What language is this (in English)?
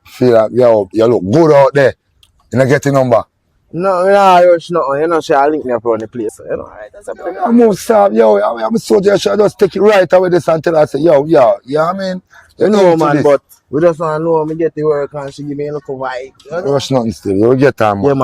Jamaican Creole English